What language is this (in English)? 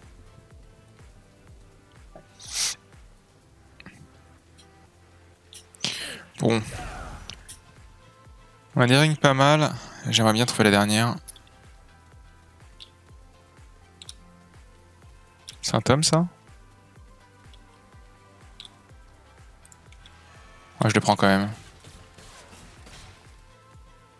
French